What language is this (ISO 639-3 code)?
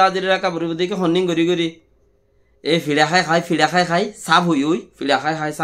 rhg